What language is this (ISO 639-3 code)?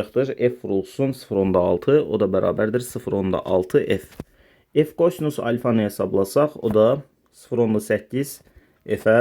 aze